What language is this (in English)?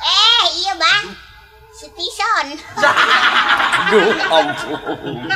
Sundanese